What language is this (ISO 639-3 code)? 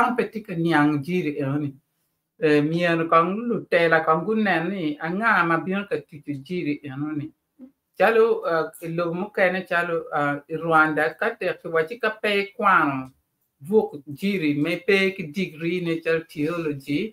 ach